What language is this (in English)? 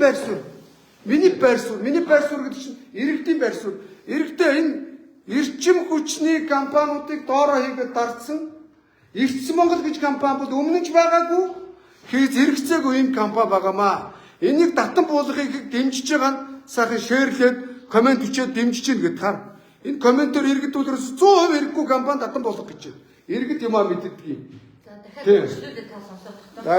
Mongolian